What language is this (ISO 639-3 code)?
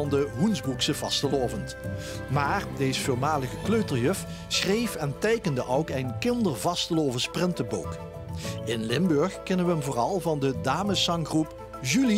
lim